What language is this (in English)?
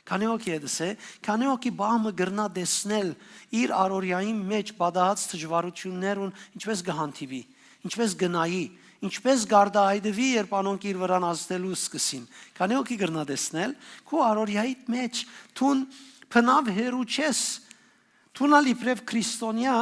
Western Armenian